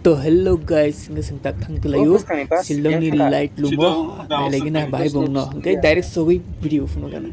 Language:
Kok Borok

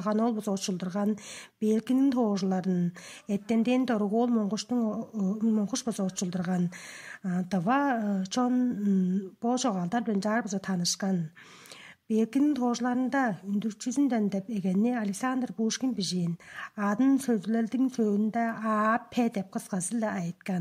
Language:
Tuvinian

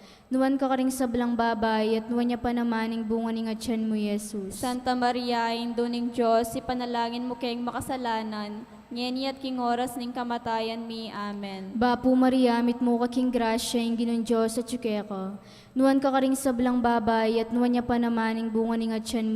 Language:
Pampanga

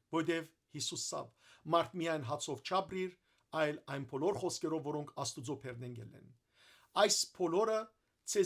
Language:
Western Armenian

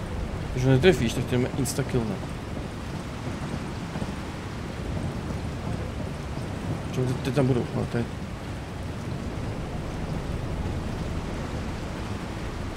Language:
Czech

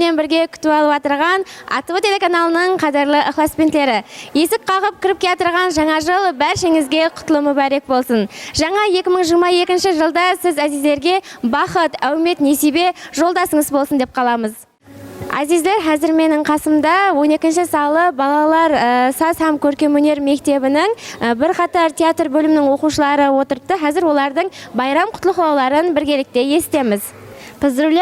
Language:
Kara-Kalpak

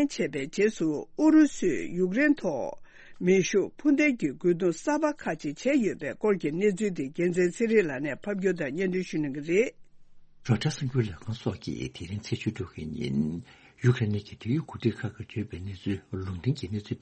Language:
Tibetan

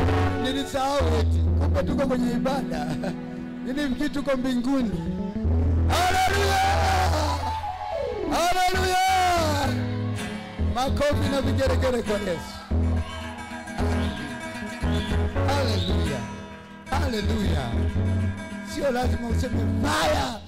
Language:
Swahili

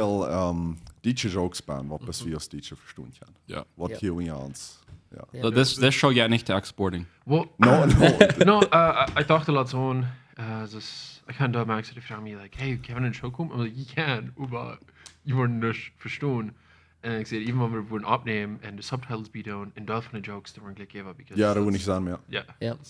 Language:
Plautdietsch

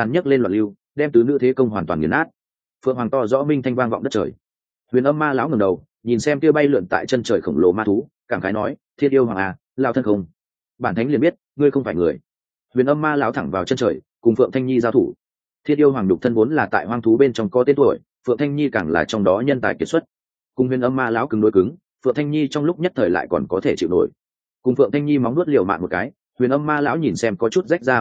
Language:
Vietnamese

